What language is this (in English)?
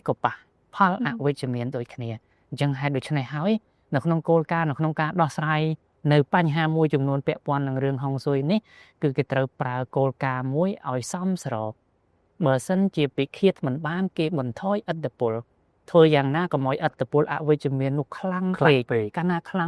Khmer